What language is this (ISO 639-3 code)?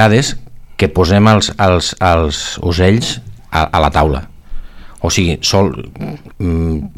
cat